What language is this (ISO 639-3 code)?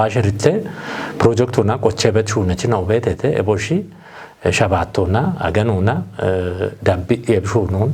kbr